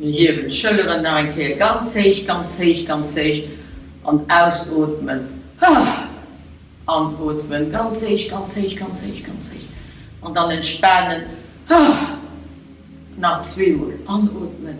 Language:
Luxembourgish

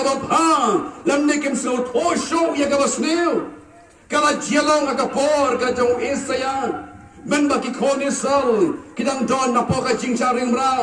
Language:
Khasi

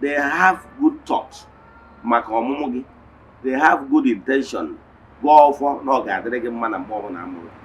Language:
Igbo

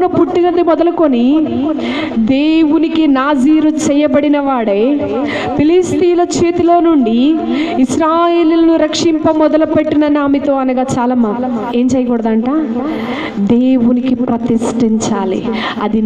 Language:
Telugu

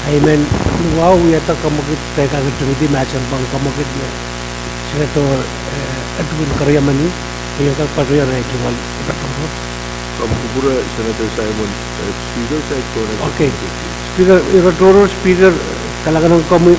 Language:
Pohnpeian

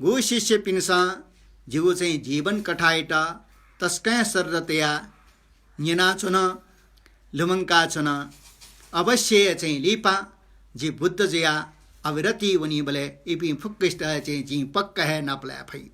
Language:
Newari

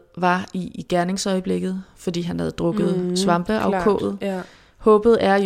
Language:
Danish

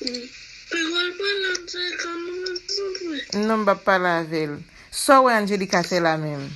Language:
Haitian Creole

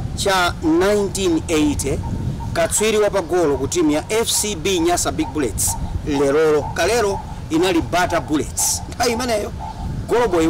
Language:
Nyanja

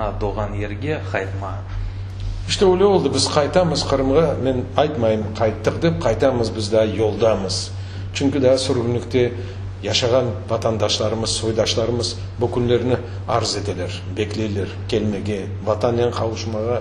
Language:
Crimean Tatar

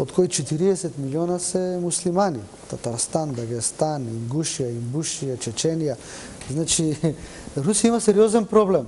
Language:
Macedonian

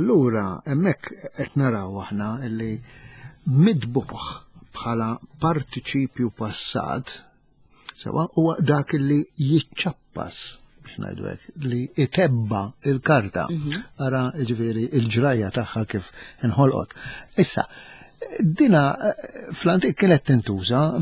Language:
Maltese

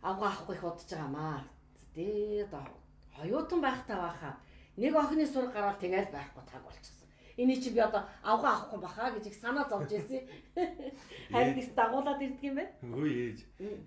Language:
Mongolian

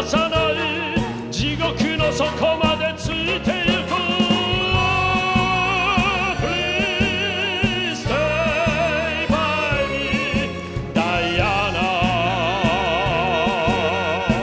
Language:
Japanese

